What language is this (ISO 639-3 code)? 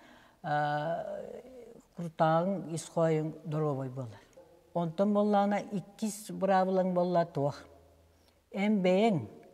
sah